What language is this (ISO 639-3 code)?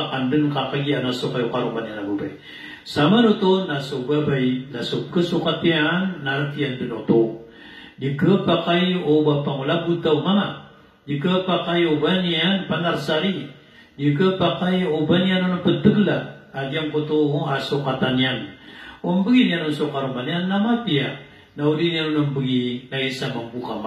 mrw